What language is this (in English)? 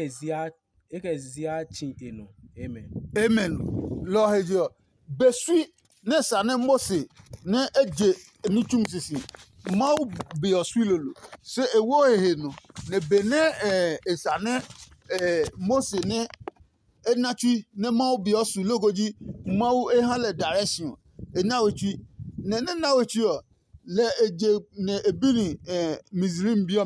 Adangme